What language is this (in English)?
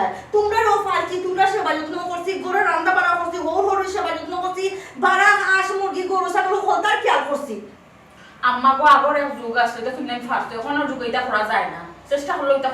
Sylheti